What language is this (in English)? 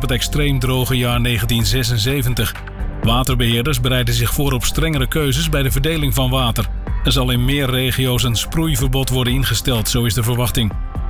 Dutch